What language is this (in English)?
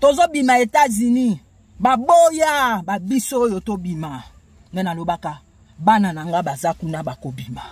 Lingala